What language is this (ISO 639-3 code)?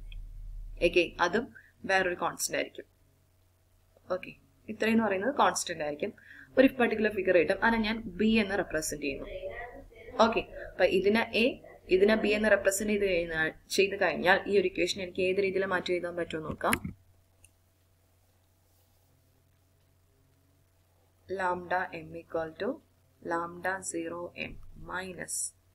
mal